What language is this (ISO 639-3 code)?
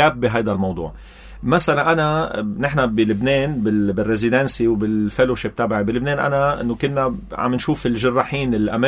apc